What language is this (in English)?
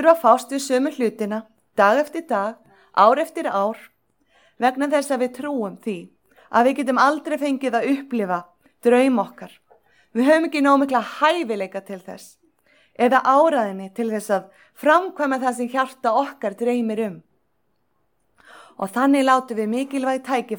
Icelandic